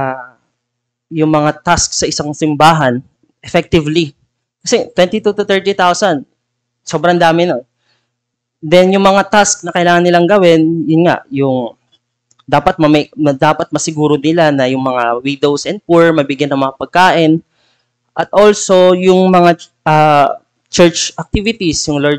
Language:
Filipino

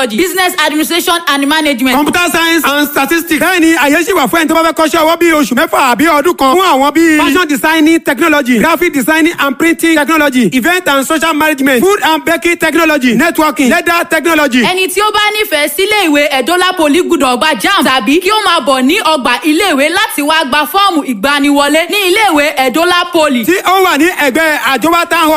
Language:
Yoruba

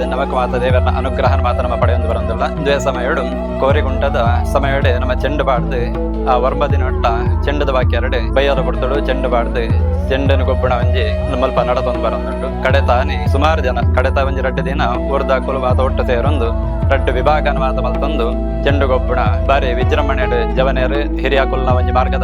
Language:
Tulu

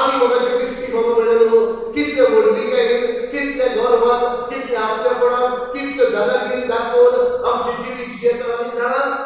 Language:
Konkani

